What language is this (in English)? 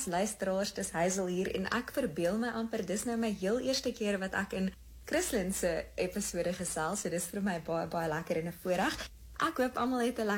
Afrikaans